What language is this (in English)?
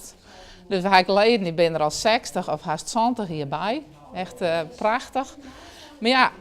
Western Frisian